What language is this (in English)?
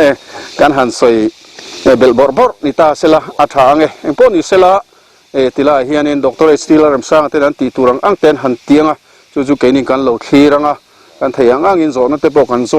Mizo